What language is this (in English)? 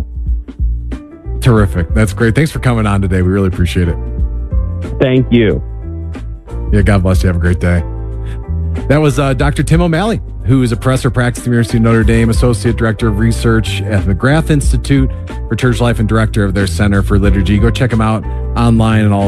English